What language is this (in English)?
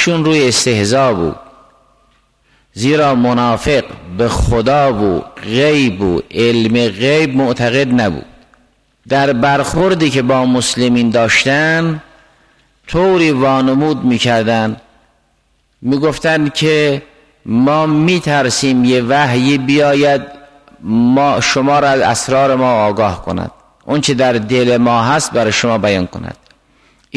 Persian